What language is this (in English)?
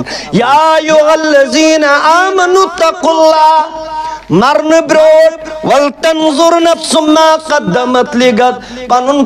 Kashmiri